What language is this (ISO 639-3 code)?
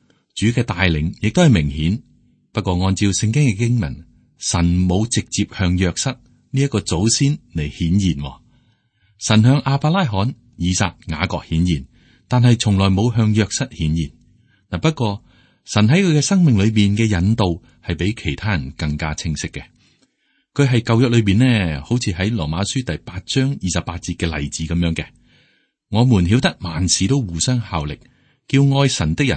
yue